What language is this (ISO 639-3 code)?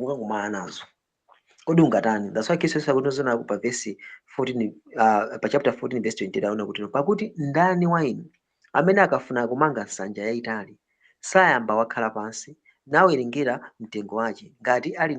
nya